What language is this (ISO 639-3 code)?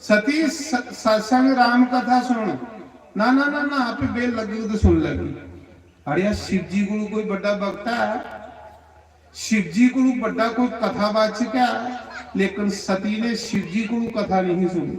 doi